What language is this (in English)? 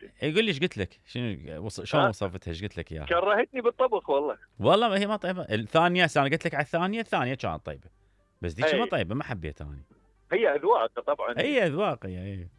Mesopotamian Arabic